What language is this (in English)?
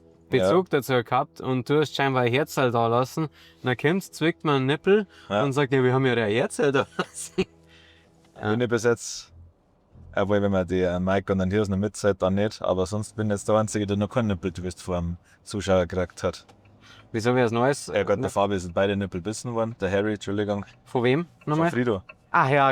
Bavarian